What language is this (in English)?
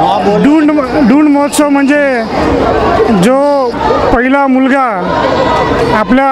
Marathi